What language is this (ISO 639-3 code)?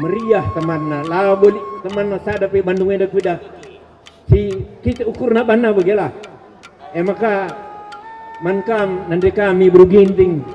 btx